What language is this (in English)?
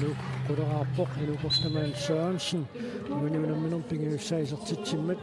Kalaallisut